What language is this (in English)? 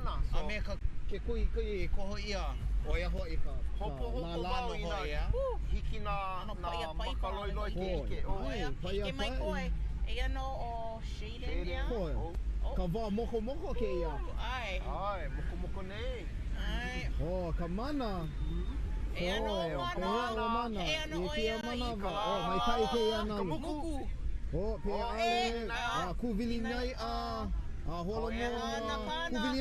Hawaiian